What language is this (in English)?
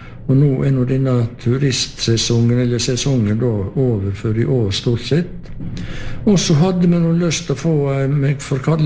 Norwegian